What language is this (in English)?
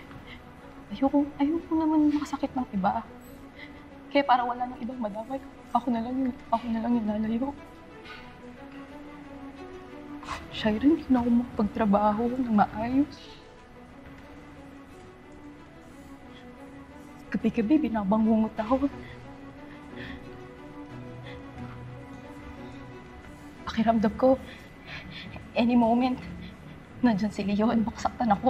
Filipino